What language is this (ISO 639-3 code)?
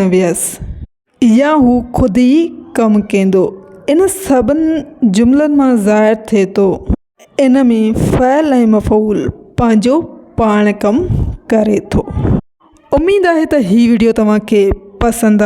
snd